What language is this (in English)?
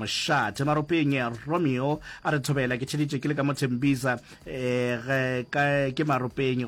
Northern Sotho